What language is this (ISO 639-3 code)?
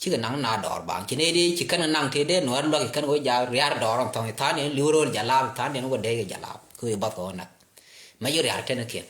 nus